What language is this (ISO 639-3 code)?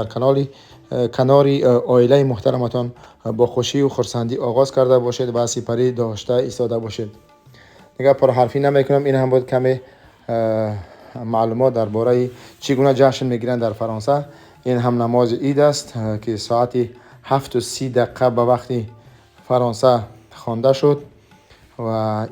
tgk